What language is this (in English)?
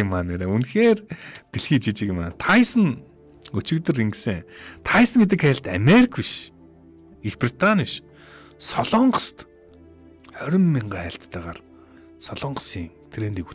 Mongolian